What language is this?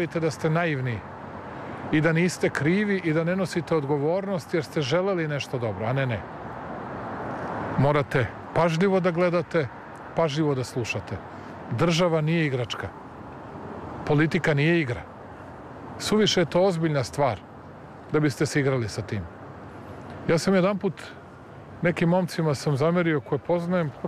Serbian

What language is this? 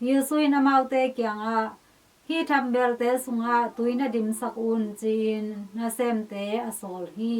Tedim Chin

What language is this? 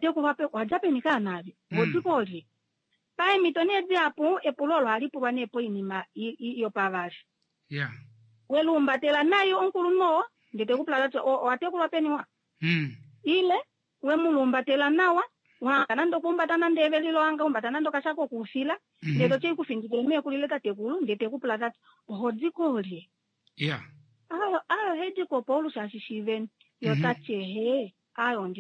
Kuanyama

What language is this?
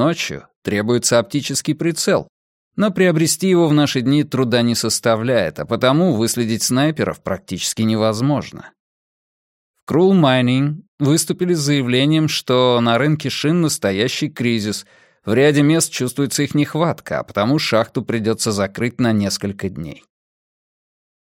Russian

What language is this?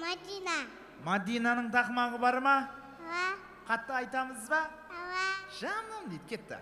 Kara-Kalpak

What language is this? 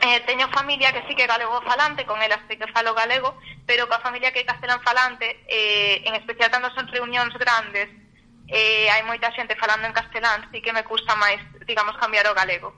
Galician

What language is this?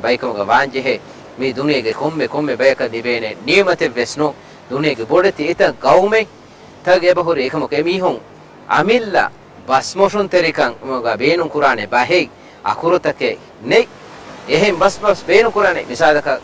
Divehi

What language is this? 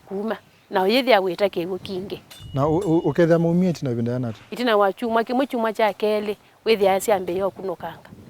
Kamba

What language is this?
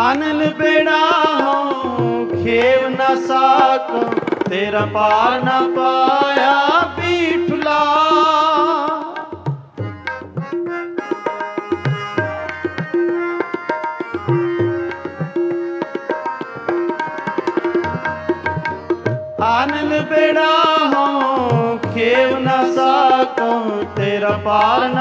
Punjabi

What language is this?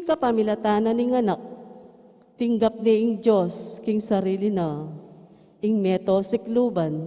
Pampanga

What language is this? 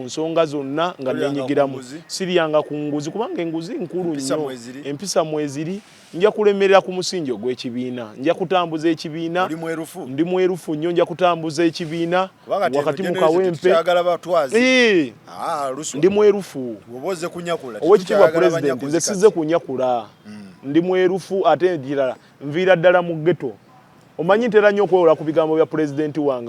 Ganda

